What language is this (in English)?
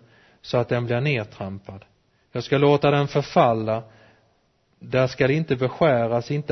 Swedish